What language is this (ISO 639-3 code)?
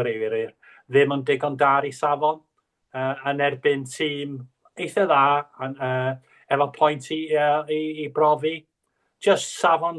cym